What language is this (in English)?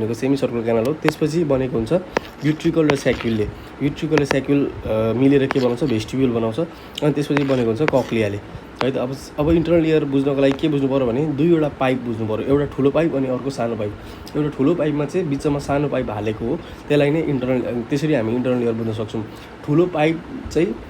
Nepali